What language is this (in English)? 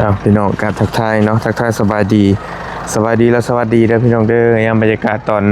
Lao